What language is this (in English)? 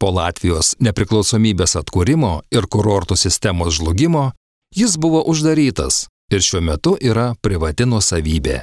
Lithuanian